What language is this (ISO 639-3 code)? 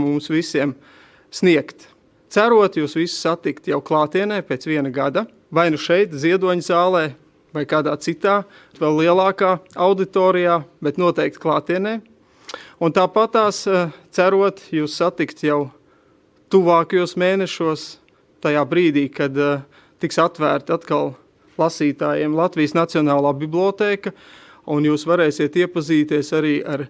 lav